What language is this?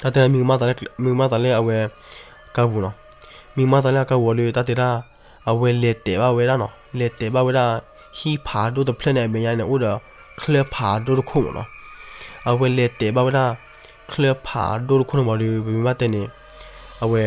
S'gaw Karen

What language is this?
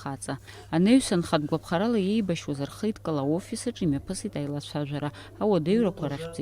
Abkhazian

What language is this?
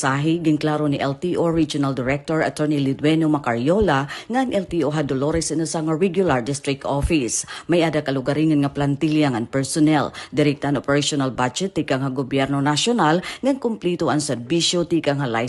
Waray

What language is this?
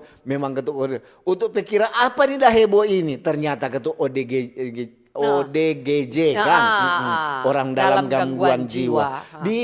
Manado Malay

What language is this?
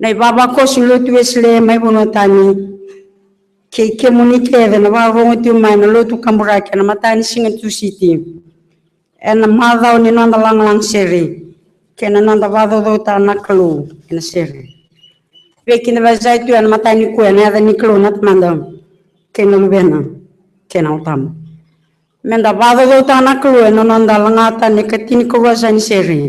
Fijian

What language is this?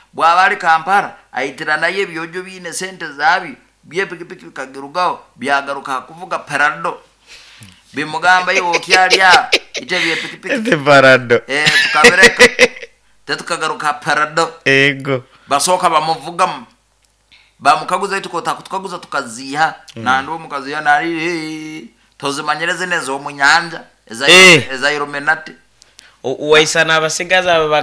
Nyoro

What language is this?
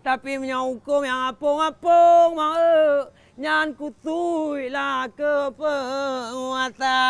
Achinese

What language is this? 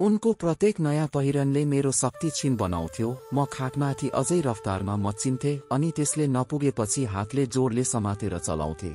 Nepali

